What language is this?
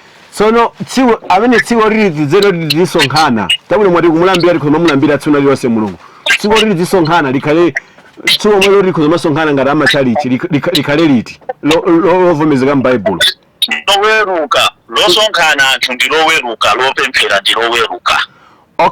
Nyanja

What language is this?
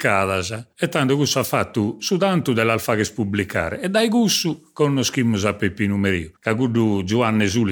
Sardinian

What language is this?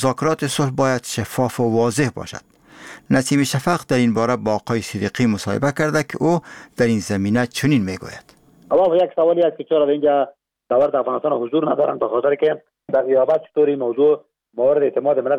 Persian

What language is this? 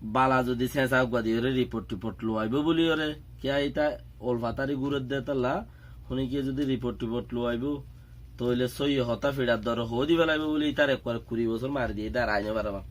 Rohingya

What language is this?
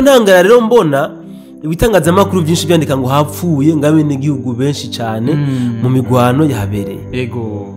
Rundi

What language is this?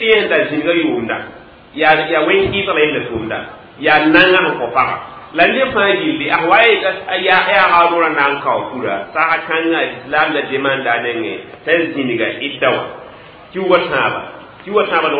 Mossi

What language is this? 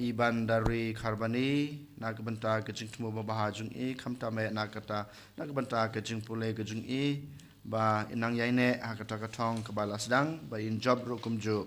Khasi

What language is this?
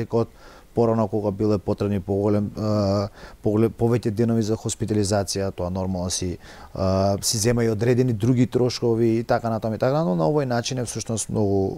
Macedonian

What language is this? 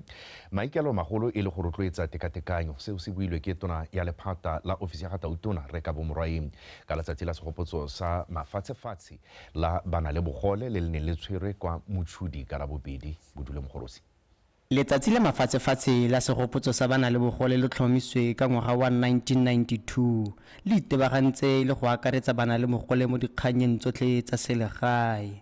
Tswana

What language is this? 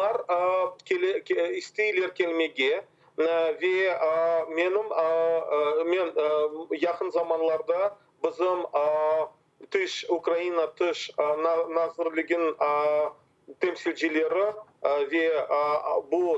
Crimean Tatar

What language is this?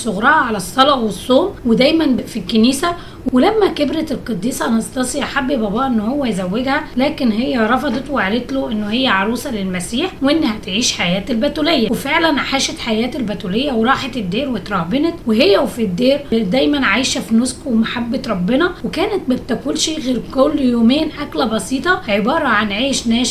Egyptian Arabic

